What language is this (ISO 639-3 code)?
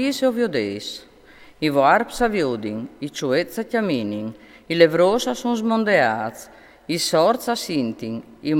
fur